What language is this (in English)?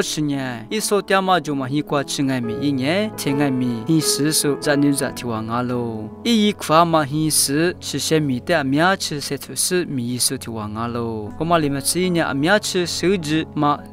Lisu